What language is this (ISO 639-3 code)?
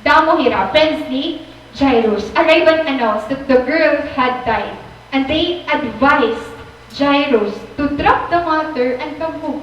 war